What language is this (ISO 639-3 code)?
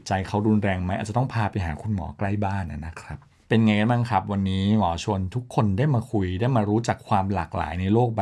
tha